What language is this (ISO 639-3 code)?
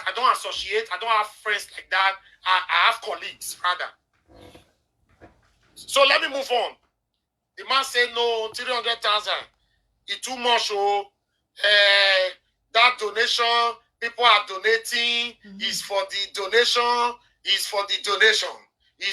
pcm